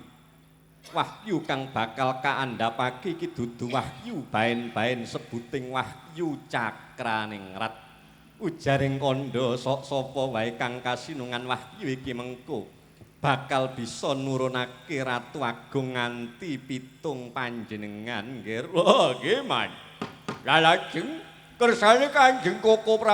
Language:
Javanese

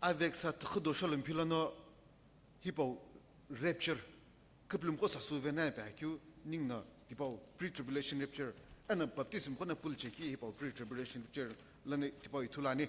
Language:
Sumi Naga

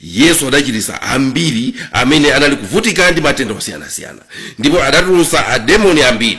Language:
Nyanja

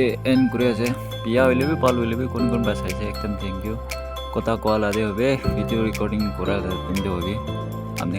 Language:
Naga Pidgin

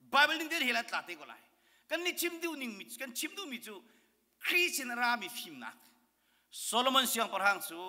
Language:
Hakha Chin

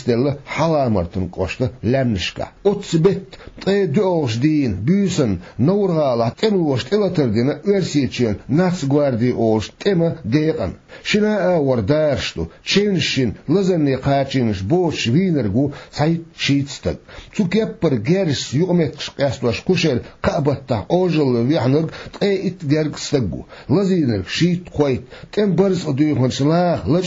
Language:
Chechen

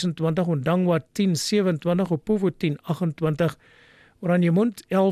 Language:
Afrikaans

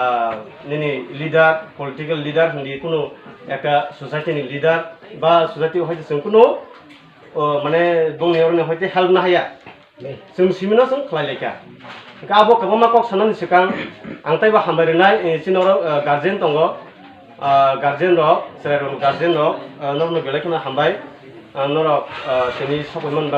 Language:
Kok Borok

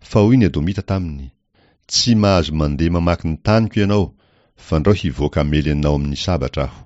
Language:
Malagasy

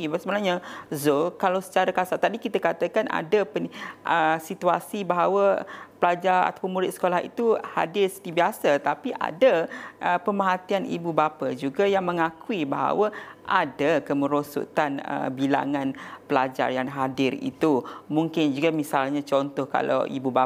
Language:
Malay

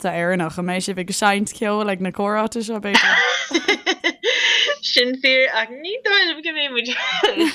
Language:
Irish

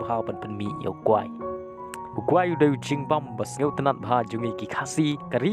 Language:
Khasi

